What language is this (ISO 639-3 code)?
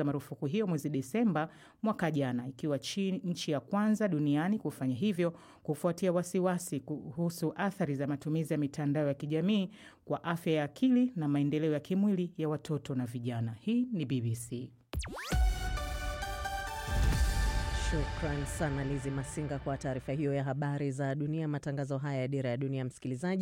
swa